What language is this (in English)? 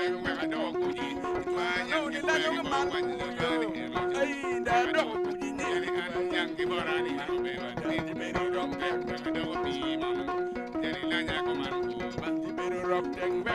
Acoli